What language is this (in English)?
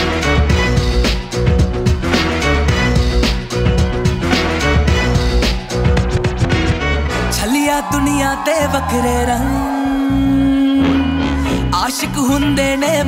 Hindi